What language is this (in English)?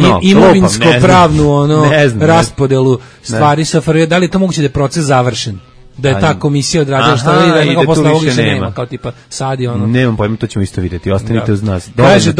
Serbian